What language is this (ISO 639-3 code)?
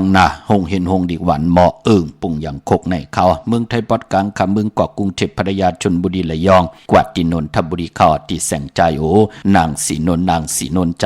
shn